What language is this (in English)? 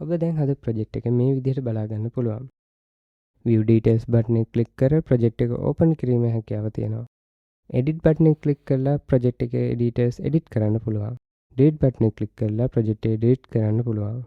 Sinhala